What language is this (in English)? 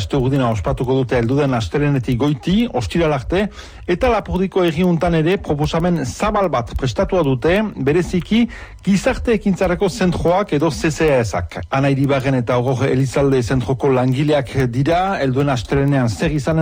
Basque